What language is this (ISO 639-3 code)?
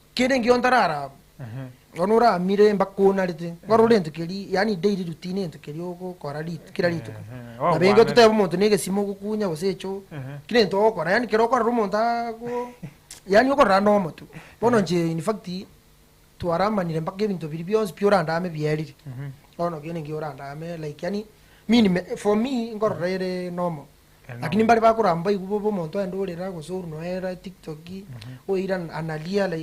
guz